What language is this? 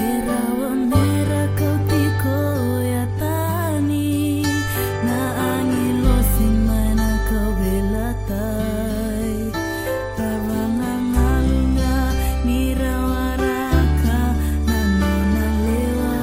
Fijian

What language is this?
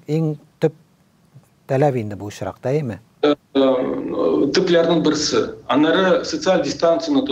Tatar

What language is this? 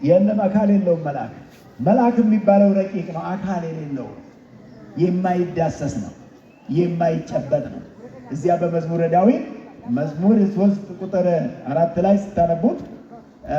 Amharic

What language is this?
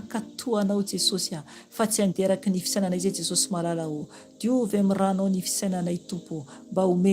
Malagasy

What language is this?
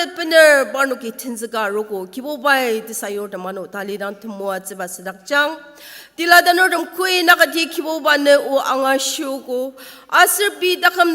Ao Naga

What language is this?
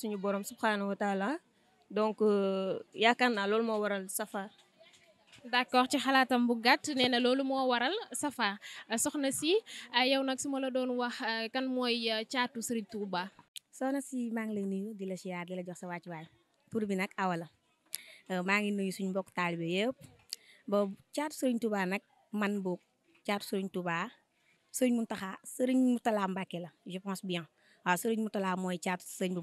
Wolof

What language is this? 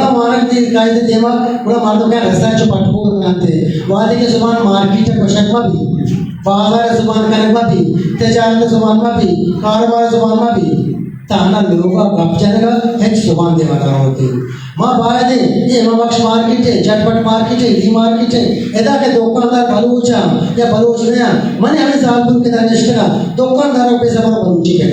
Eastern Balochi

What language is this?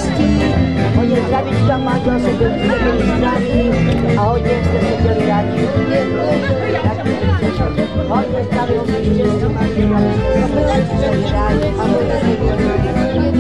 Czech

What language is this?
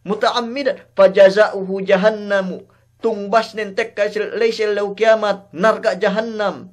Yakan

